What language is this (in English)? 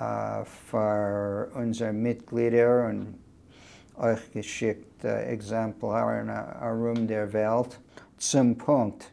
Yiddish